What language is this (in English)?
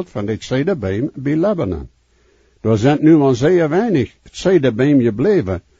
Plautdietsch